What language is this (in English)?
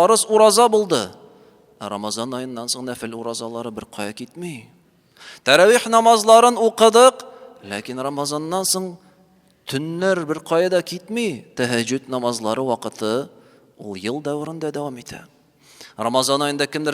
Tatar